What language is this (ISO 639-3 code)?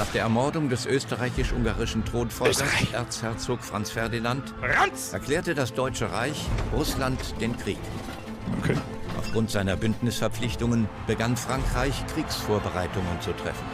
bar